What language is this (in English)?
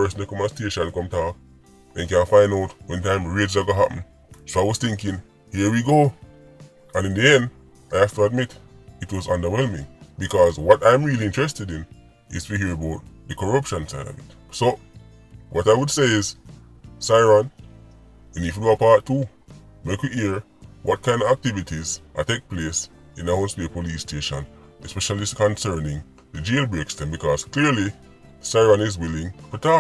Jamaican Creole English